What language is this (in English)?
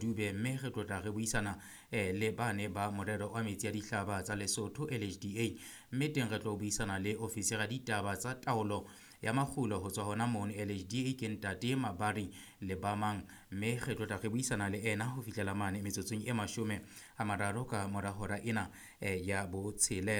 Southern Sotho